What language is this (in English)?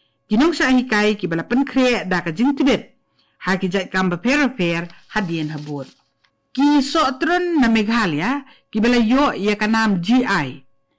Khasi